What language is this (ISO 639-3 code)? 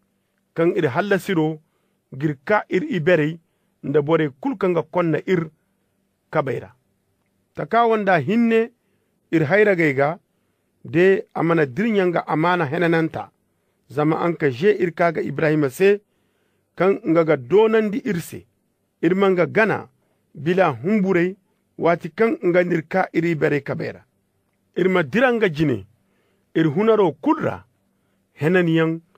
dje